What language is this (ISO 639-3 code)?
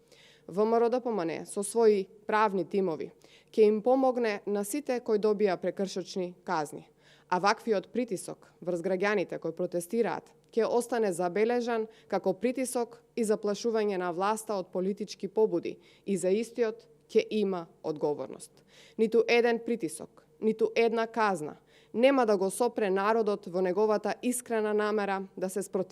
mkd